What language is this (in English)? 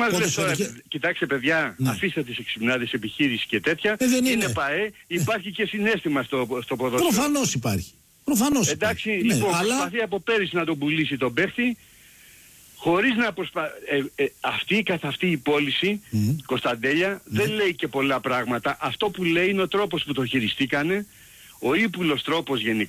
Greek